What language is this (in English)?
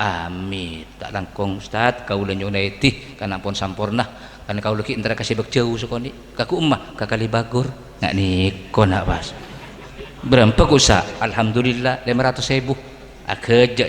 Madurese